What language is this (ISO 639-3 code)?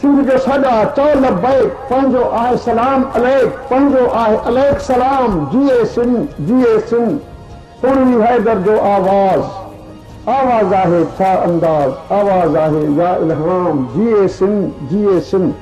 snd